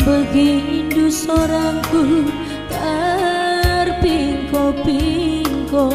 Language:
Batak Karo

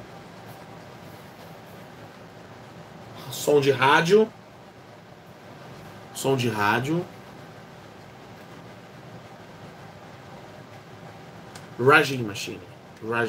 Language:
Portuguese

